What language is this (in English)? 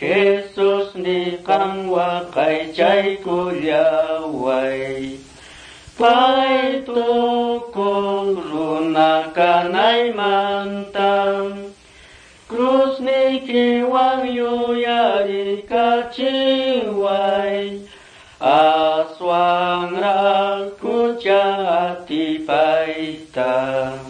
Quechua